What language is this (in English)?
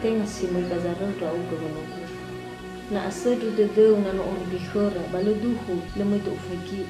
Nias